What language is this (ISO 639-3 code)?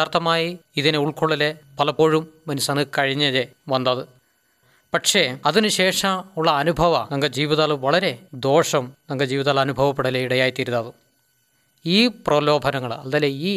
mal